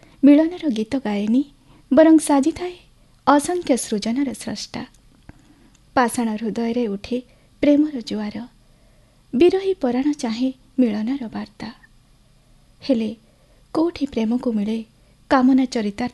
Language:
Odia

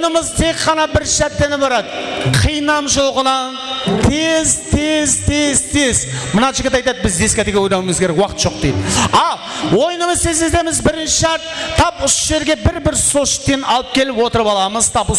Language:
Kara-Kalpak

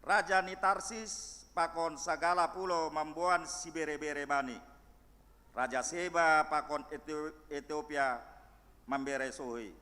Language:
Batak Simalungun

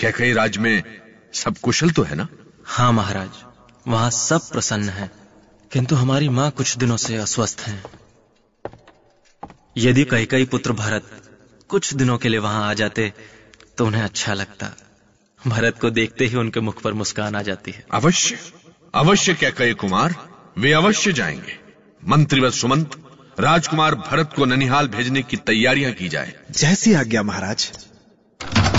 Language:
Hindi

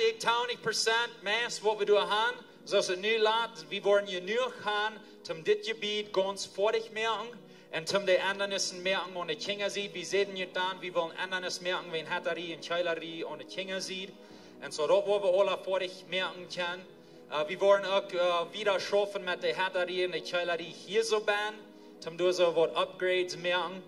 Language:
Plautdietsch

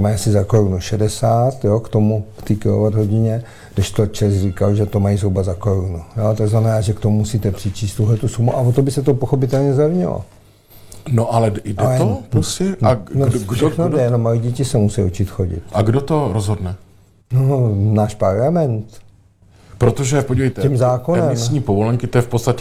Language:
Czech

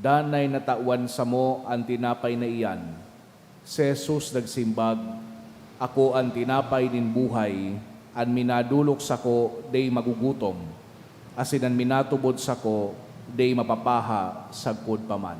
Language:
Bikol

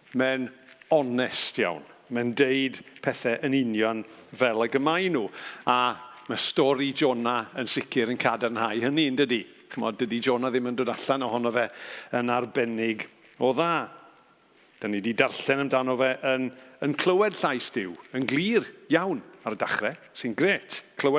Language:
Welsh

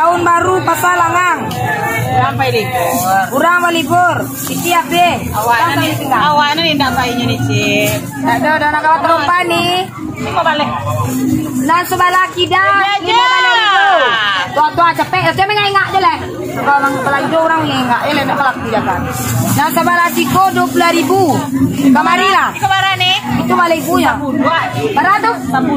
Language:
Minangkabau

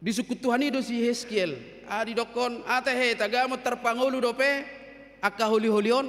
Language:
Batak Toba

